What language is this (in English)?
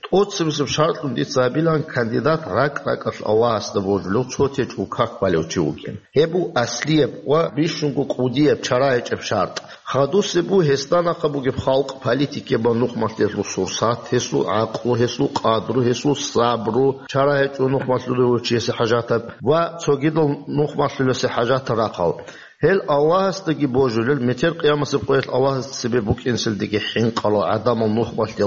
Avaric